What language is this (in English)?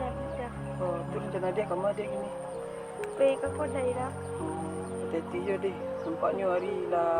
Minangkabau